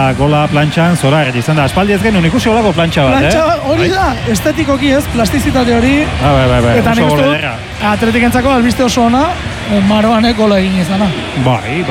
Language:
Basque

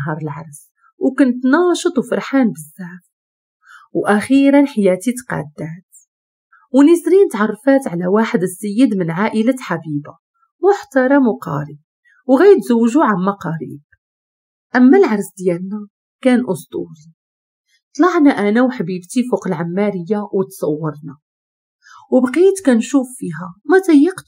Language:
Moroccan Arabic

